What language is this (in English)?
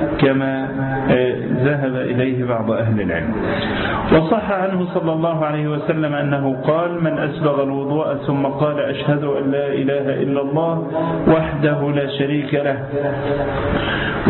Arabic